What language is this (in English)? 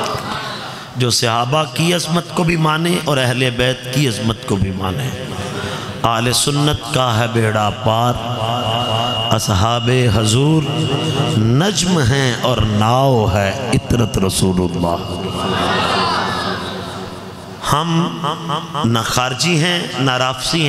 Urdu